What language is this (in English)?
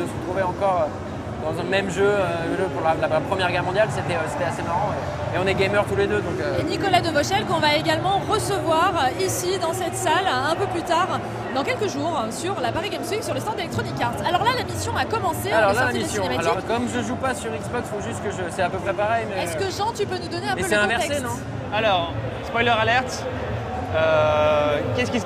French